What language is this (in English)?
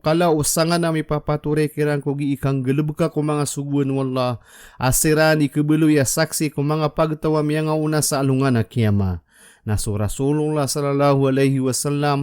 Maranao